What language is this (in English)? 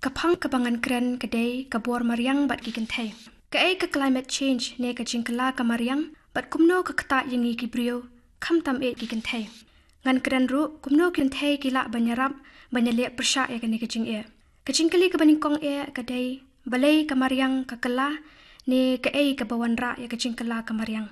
Khasi